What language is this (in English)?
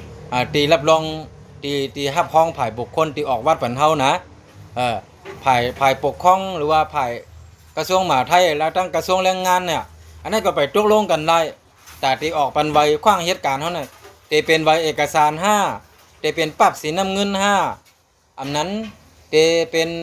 Shan